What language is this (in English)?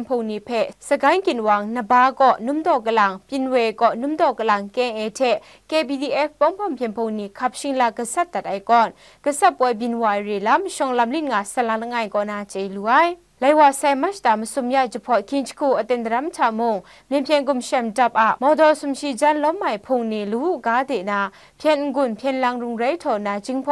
Kachin